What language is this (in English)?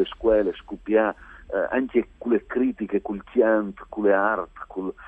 Friulian